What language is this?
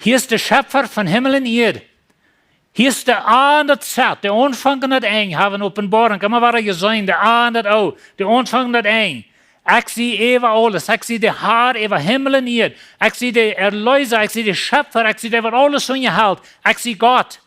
Plautdietsch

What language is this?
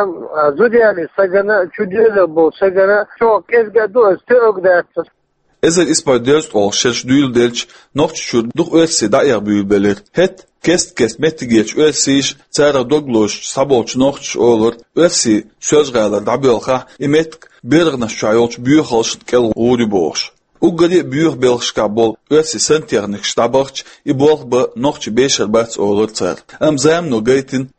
Chechen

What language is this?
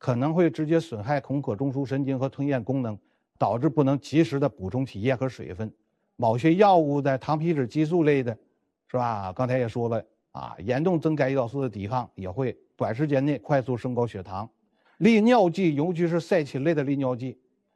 Chinese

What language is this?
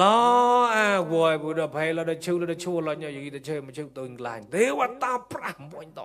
Mon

